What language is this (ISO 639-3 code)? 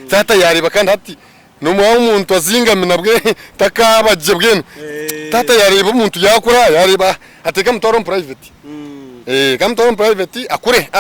nyn